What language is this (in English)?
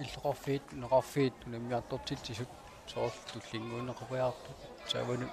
Kalaallisut